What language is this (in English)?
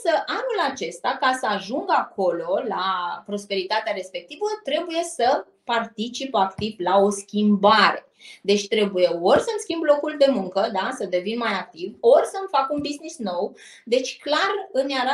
Romanian